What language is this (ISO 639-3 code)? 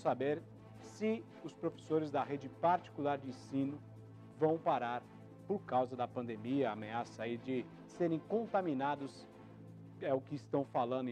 por